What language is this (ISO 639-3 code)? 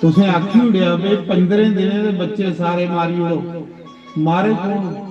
doi